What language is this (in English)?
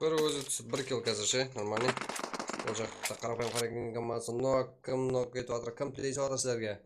Kara-Kalpak